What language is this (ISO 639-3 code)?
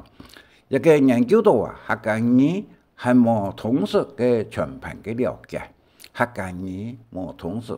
hak